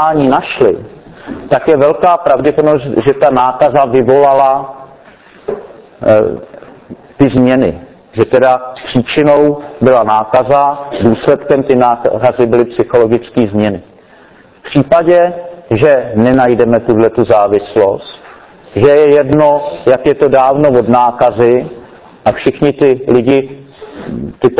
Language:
Czech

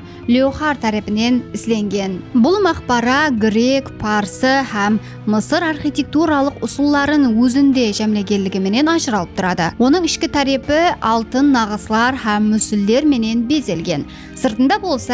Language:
Kara-Kalpak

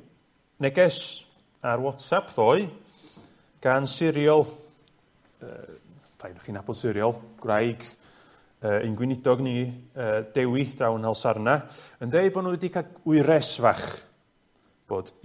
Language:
Welsh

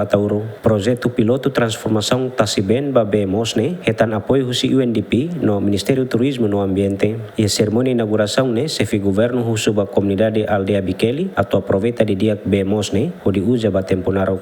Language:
Tetum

